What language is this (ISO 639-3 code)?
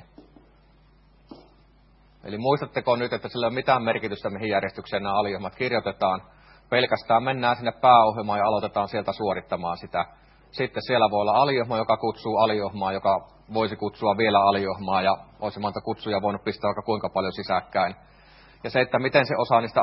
fin